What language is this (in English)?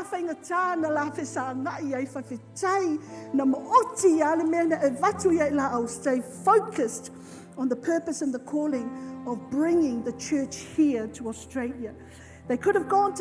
Samoan